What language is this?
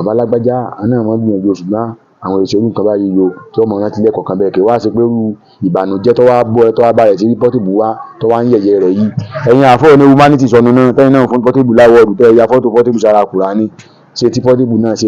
Yoruba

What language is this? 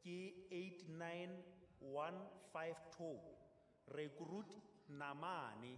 Southern Sotho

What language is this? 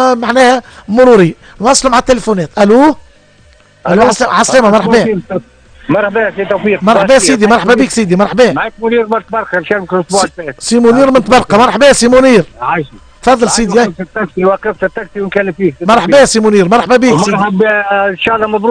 Tunisian Arabic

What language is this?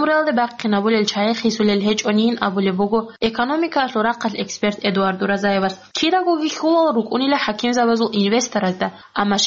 Avaric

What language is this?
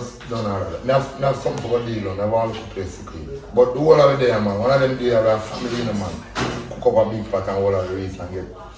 Jamaican Creole English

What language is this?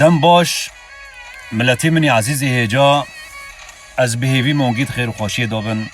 Kurdish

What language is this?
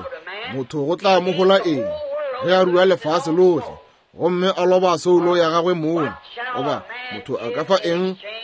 Northern Sotho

